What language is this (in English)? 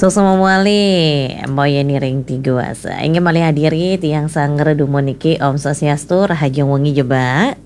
Balinese